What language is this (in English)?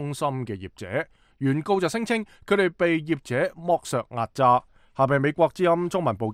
Cantonese